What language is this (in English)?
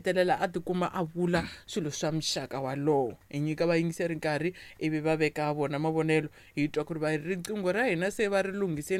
Tsonga